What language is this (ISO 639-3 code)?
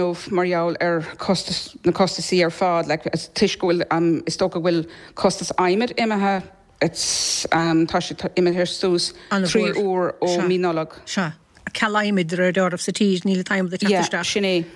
gle